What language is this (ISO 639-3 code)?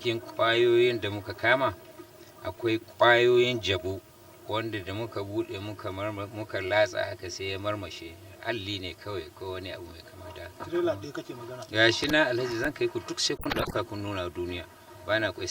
hau